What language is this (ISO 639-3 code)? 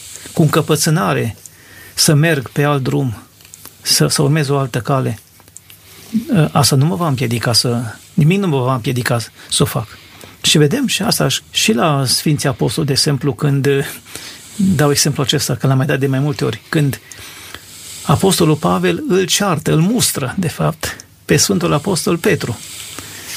ron